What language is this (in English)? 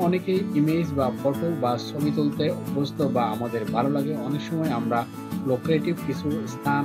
Bangla